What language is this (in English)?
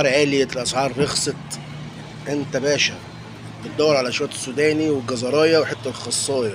Egyptian Arabic